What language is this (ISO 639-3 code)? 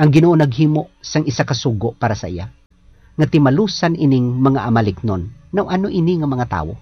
hil